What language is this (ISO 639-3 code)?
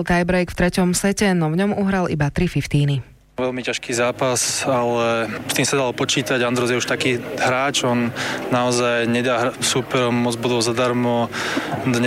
slk